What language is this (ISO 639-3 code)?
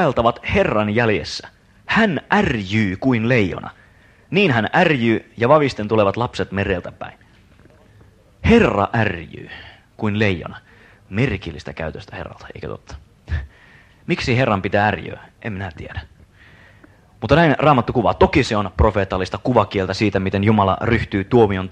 fin